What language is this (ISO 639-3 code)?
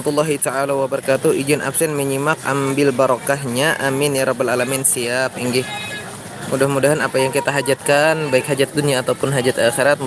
bjn